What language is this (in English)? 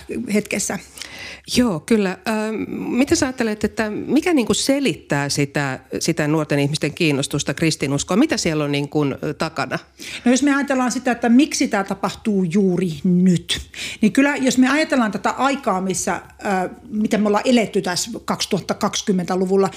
Finnish